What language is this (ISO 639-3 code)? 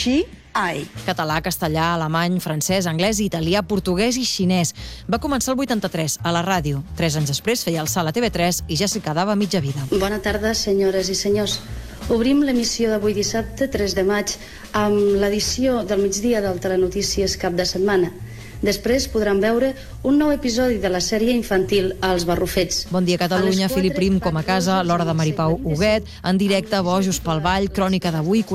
cat